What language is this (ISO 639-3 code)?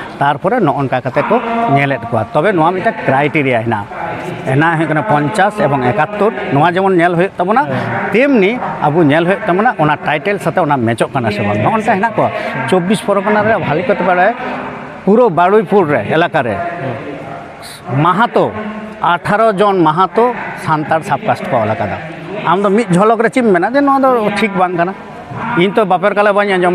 sat